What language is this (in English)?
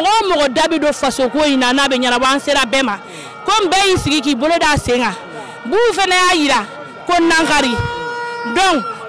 Bambara